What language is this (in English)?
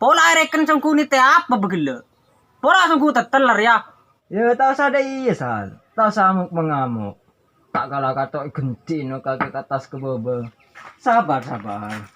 Madurese